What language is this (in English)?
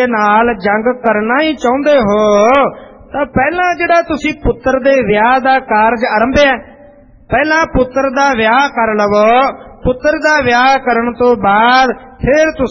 Punjabi